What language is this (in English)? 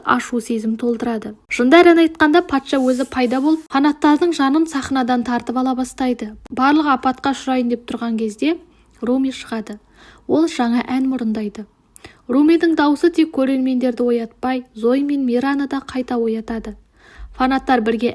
Kazakh